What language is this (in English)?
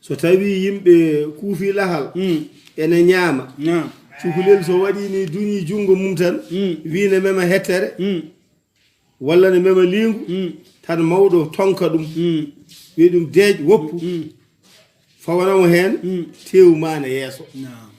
Fula